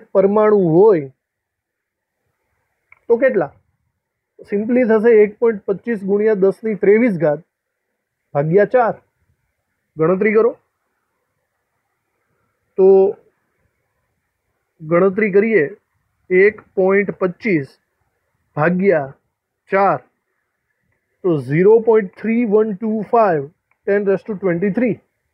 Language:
Gujarati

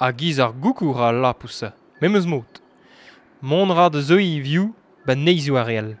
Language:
Breton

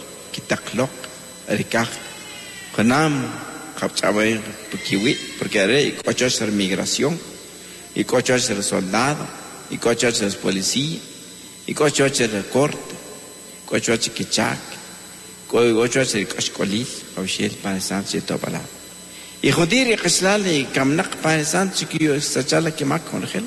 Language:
Kaqchikel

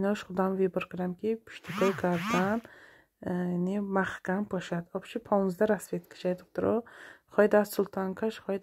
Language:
Tajik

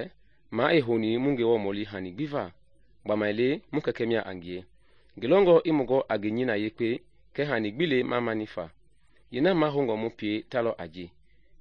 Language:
Mende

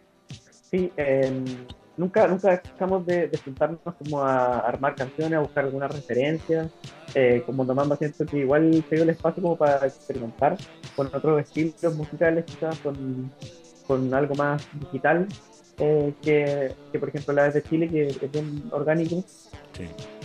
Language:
Spanish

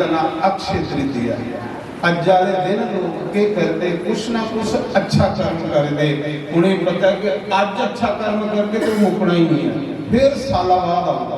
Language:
Dogri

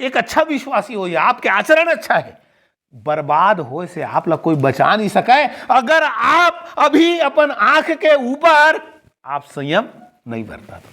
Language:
Chhattisgarhi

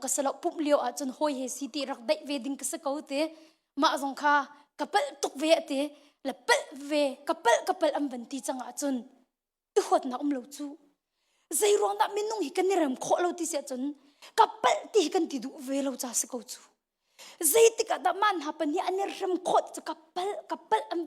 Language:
Hakha Chin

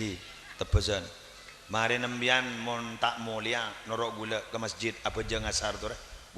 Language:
Madurese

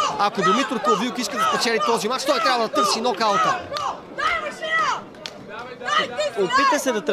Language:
Bulgarian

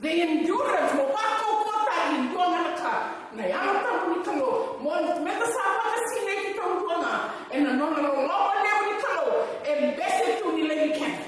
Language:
Fijian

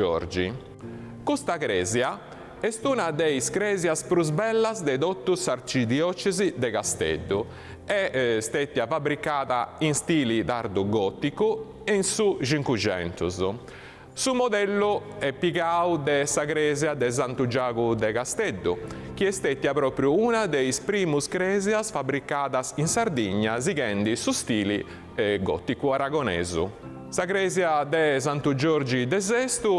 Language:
Sardinian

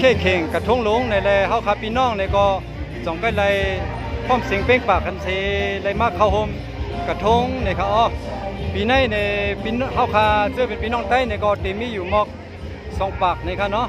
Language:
Shan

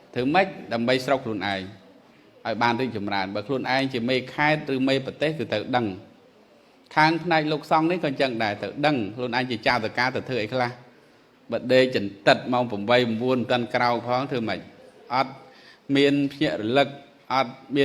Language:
Khmer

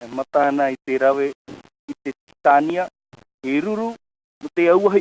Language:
Tahitian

